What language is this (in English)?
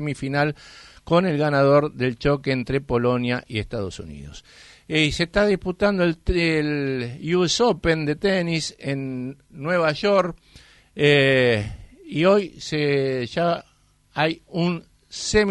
Spanish